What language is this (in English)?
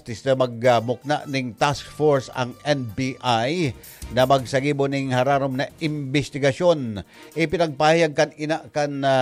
Bikol